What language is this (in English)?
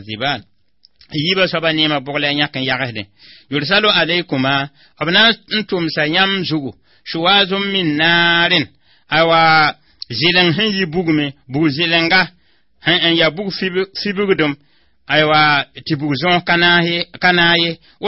Mossi